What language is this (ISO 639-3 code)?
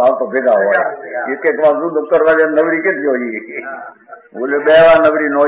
guj